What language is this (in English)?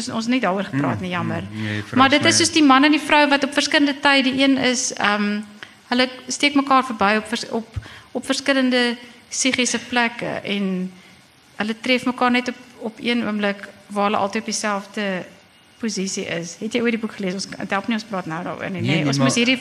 Afrikaans